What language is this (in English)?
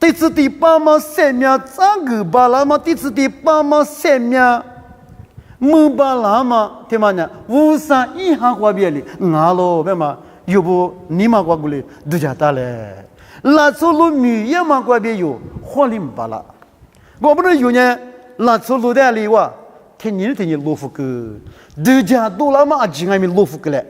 Lisu